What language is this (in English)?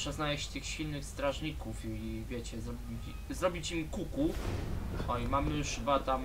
Polish